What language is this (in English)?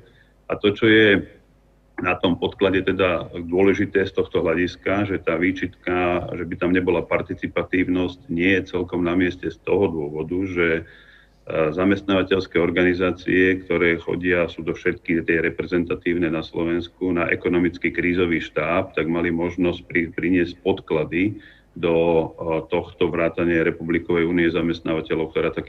Slovak